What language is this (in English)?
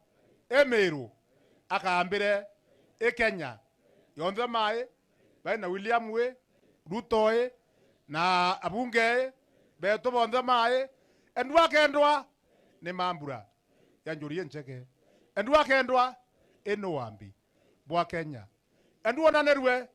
Meru